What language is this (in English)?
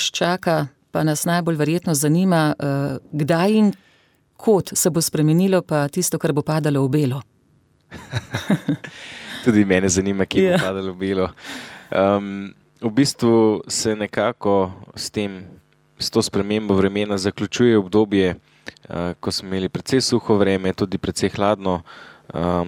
Slovenian